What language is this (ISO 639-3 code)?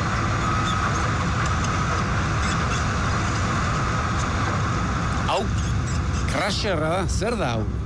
eus